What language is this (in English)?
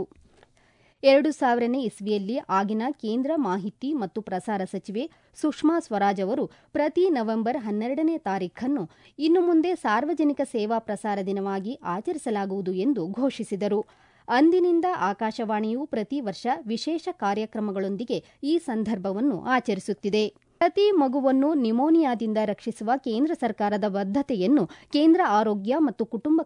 Kannada